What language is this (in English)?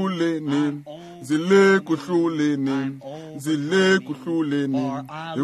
Tsonga